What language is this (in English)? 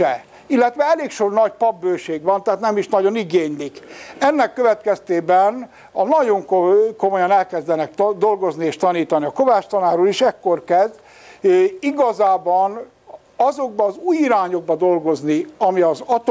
Hungarian